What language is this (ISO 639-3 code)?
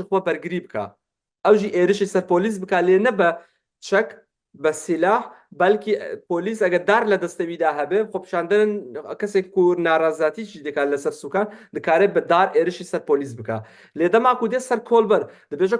kur